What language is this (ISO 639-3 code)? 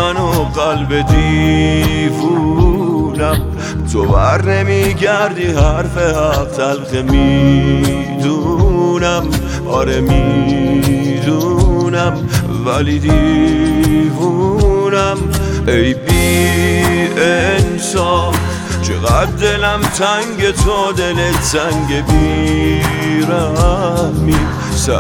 fas